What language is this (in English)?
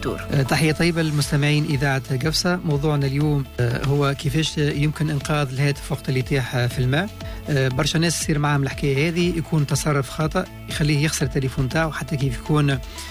Tunisian Arabic